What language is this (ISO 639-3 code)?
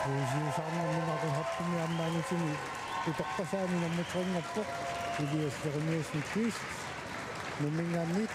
kal